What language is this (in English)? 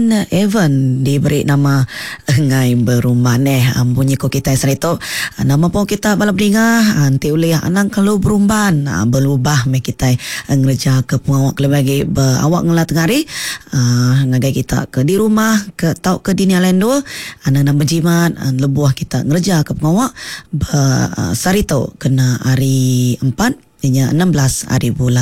Iban